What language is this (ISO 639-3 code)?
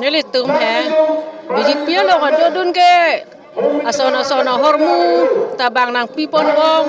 mjw